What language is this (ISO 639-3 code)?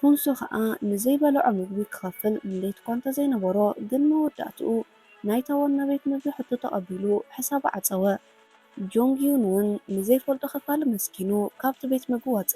tir